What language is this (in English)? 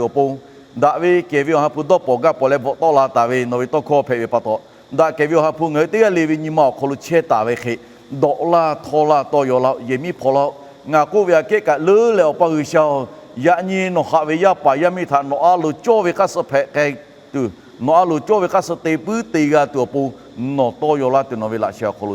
Lahu